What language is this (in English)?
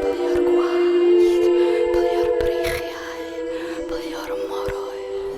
Welsh